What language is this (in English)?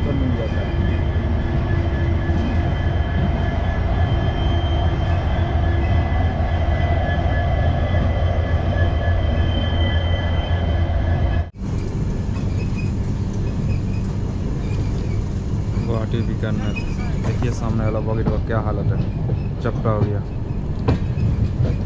Hindi